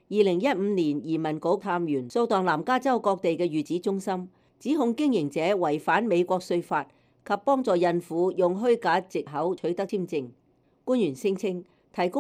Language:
Cantonese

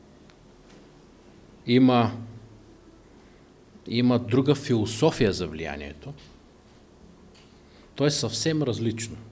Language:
Bulgarian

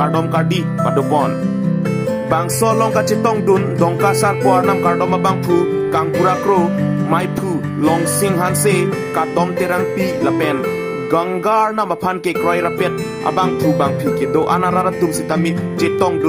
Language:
Karbi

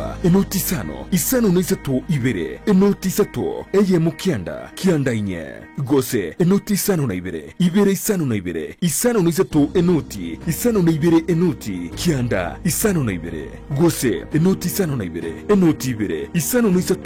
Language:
Gusii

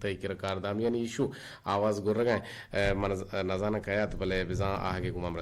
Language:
Eastern Balochi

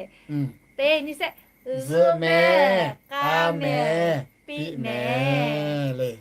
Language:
Lahu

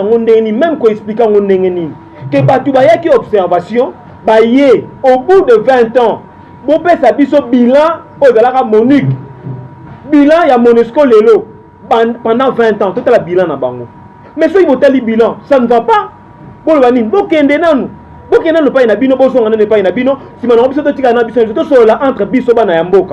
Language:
Lingala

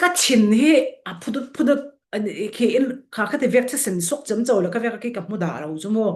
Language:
Falam Chin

